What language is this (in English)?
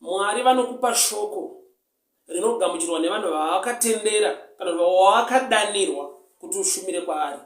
Shona